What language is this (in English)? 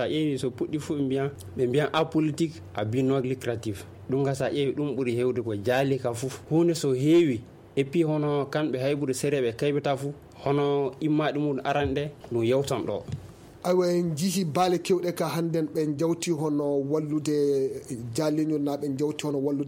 Fula